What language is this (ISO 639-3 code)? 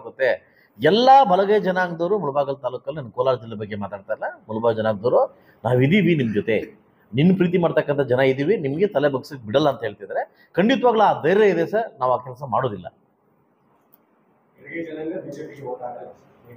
kan